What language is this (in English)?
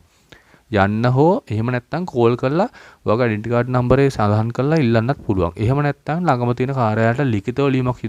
Sinhala